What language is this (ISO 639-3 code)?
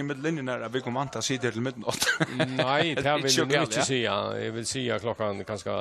fao